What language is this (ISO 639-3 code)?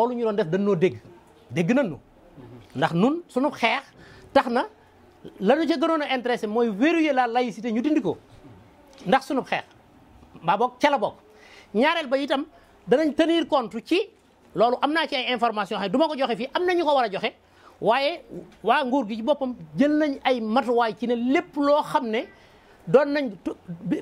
wol